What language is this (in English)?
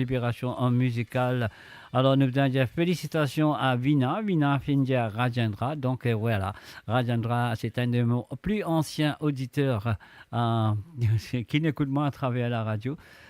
Morisyen